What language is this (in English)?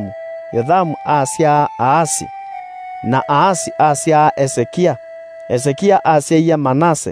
Kamba